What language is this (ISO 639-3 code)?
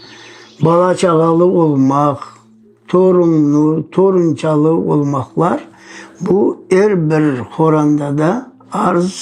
crh